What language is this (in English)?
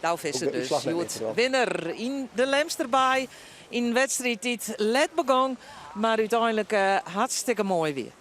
Western Frisian